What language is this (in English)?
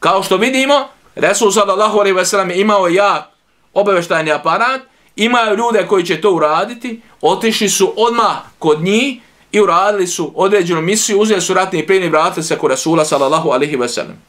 Bosnian